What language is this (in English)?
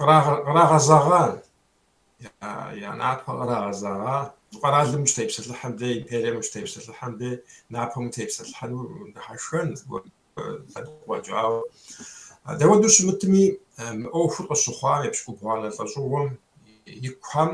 Kabardian